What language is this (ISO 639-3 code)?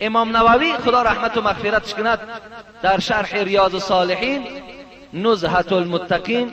tgk